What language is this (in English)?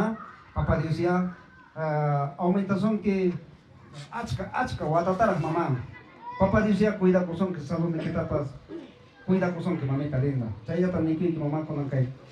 Ayacucho Quechua